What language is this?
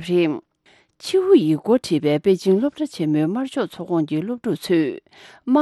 Tibetan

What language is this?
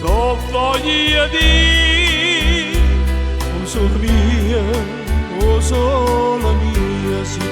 Neapolitan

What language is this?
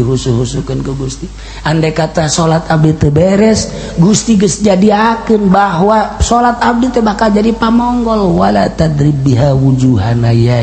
Sundanese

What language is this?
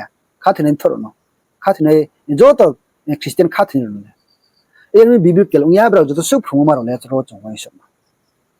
Riang (India)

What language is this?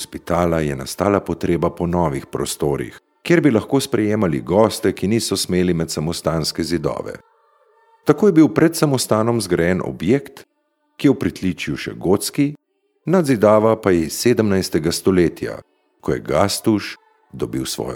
Slovenian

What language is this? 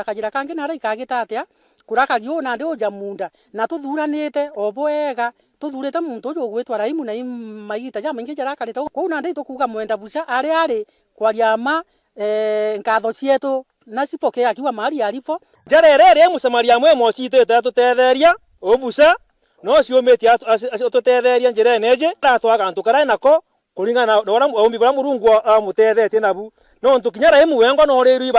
Meru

